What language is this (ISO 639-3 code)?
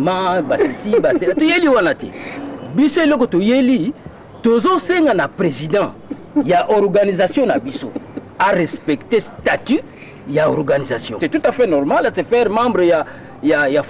lin